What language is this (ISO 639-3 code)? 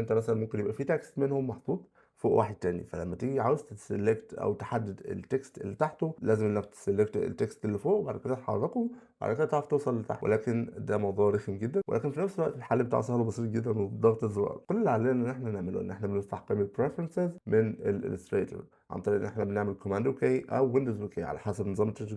arz